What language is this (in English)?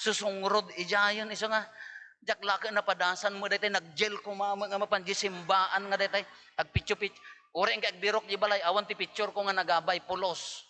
Iloko